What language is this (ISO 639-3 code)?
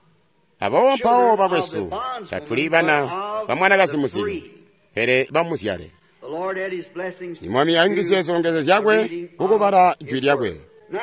toi